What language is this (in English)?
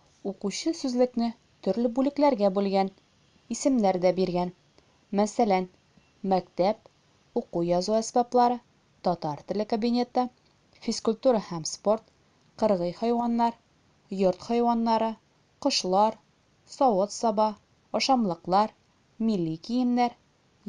Tatar